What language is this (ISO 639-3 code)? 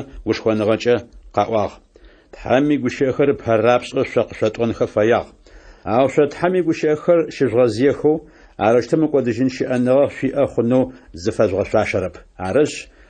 ady